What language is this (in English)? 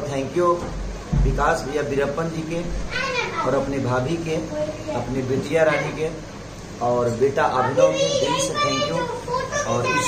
Bhojpuri